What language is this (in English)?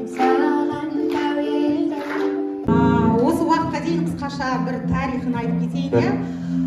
Kazakh